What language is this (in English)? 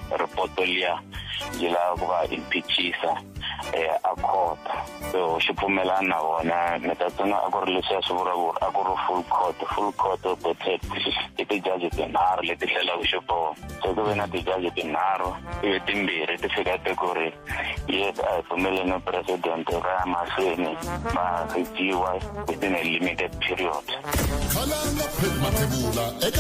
Tsonga